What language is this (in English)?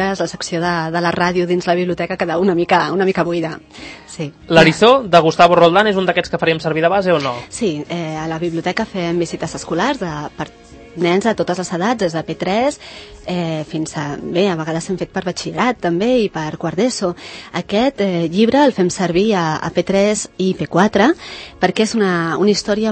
Catalan